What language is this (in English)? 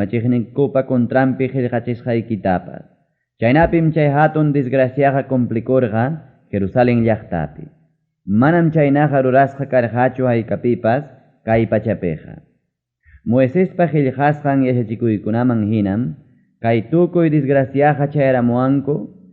Ayacucho Quechua